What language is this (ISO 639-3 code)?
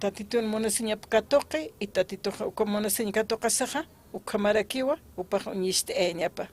aym